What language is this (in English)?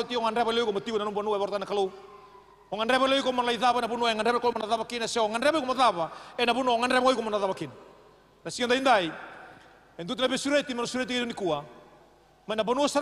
Fijian